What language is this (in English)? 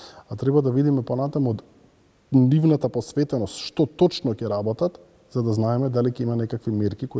Macedonian